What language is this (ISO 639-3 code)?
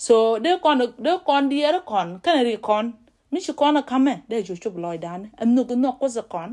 nus